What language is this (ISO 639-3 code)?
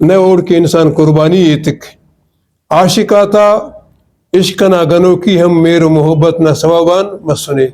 brh